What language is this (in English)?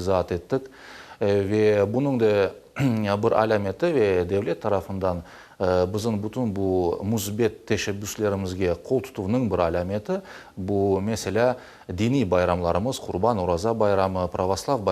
Crimean Tatar